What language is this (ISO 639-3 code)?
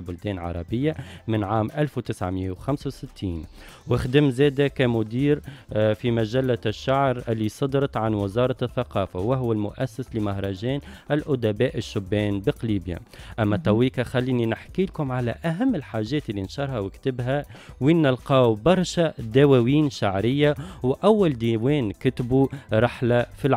aeb